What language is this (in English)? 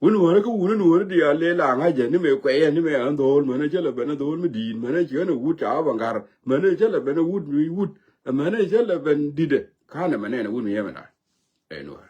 Nuer